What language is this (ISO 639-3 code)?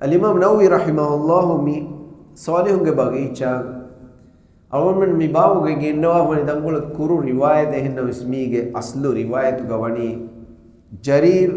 div